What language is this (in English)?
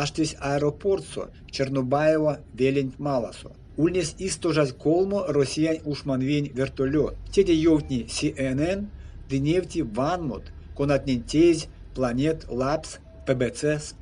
Erzya